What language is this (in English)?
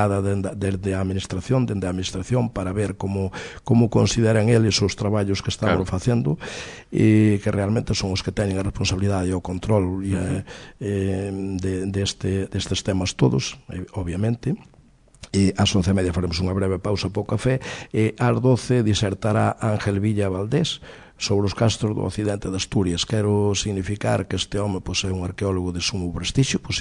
Galician